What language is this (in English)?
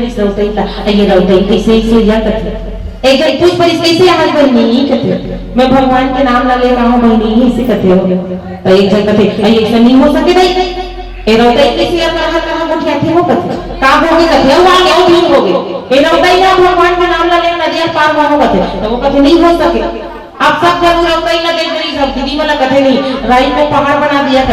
Chhattisgarhi